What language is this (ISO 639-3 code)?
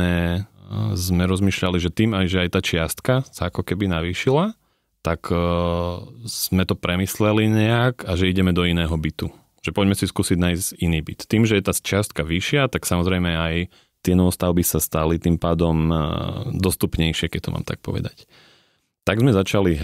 slk